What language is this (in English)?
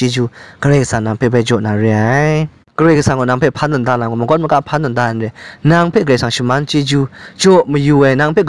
Kachin